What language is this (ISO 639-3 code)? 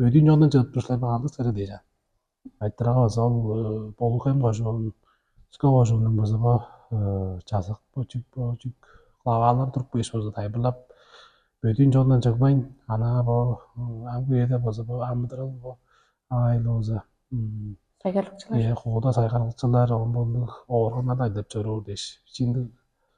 tyv